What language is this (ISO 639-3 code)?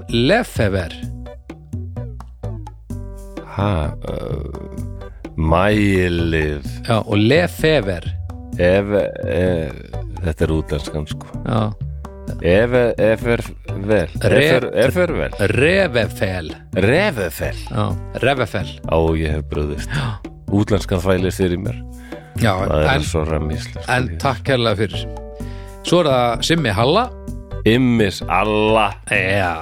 isl